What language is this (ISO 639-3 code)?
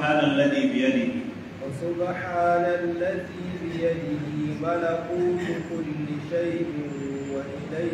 hau